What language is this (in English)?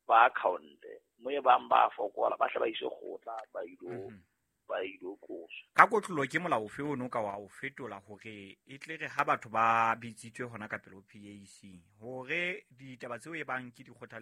Southern Sotho